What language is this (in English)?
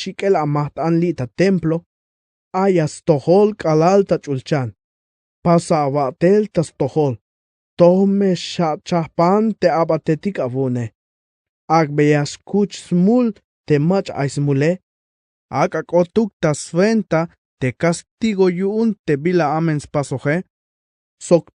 Tzeltal